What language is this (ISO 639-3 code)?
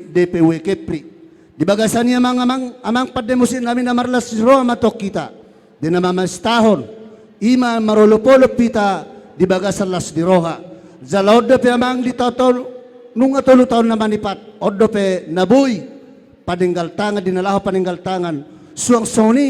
bbc